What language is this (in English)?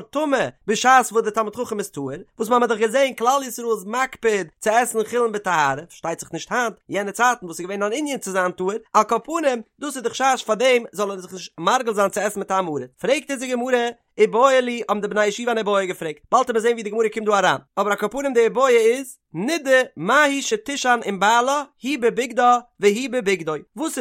Yiddish